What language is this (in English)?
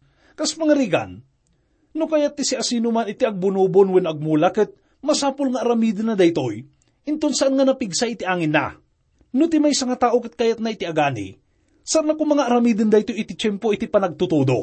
Iloko